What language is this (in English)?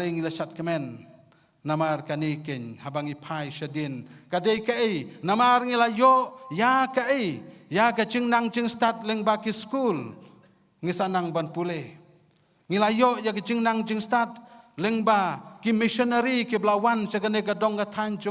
Khasi